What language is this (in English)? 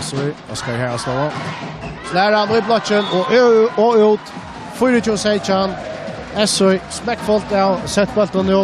Faroese